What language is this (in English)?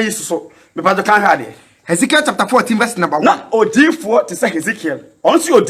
Akan